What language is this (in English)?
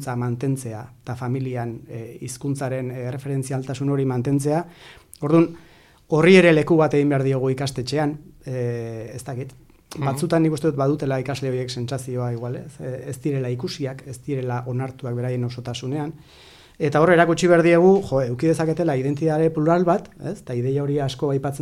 Basque